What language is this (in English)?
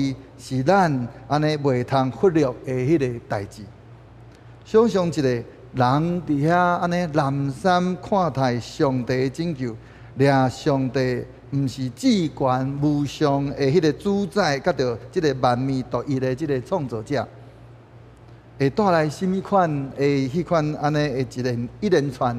Min Nan Chinese